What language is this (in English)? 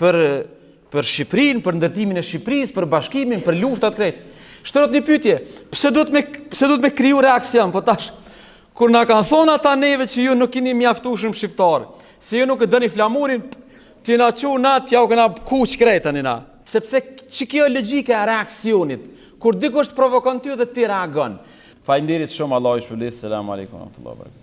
Albanian